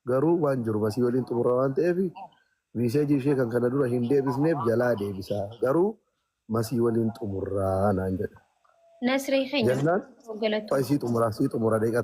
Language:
Oromo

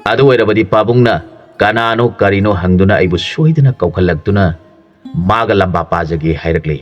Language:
Manipuri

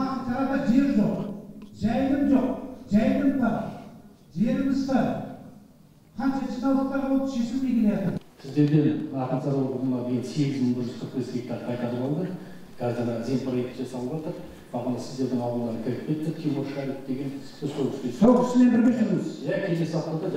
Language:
Kazakh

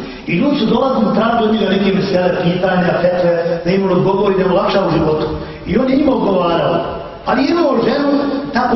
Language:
Bosnian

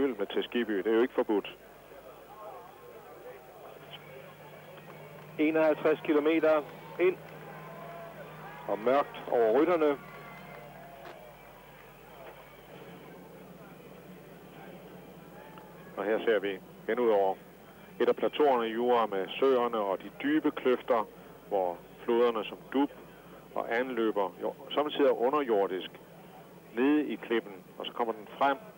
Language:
Danish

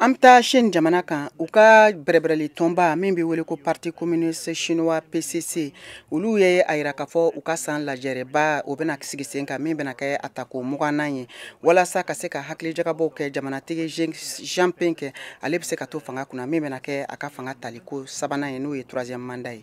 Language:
Bambara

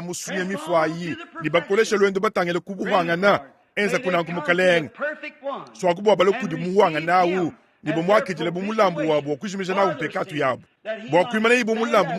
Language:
Luba-Lulua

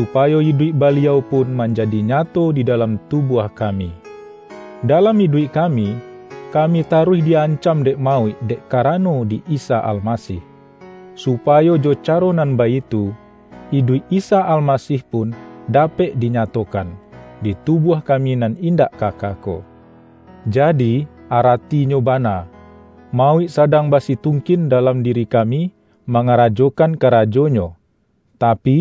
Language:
Minangkabau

